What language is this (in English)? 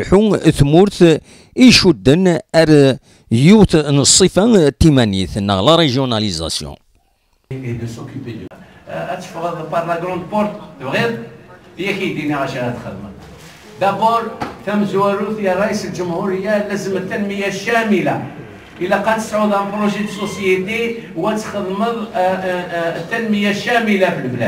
Kabyle